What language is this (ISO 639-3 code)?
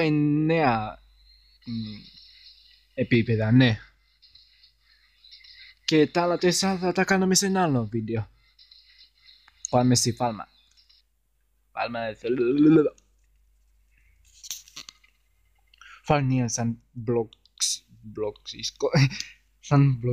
ell